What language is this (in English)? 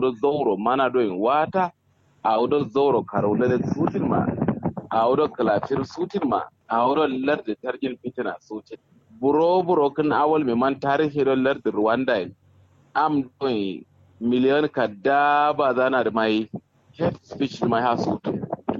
Kanuri